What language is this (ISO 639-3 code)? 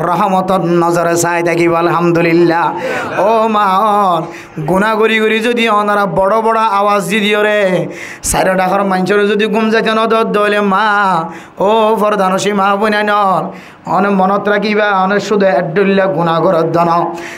rhg